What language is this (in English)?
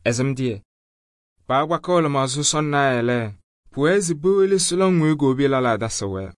Kabiyè